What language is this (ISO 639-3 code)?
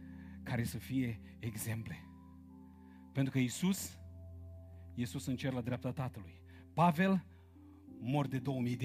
ron